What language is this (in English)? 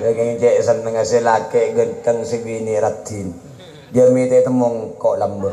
Madurese